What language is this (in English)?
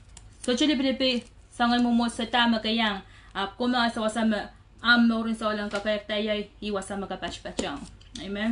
Pohnpeian